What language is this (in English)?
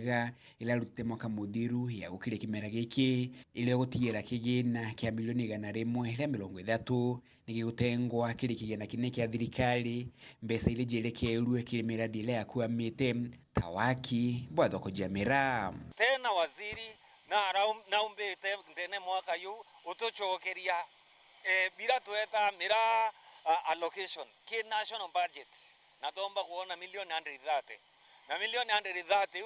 Meru